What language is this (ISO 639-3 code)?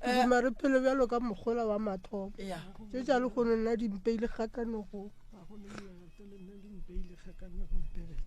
nso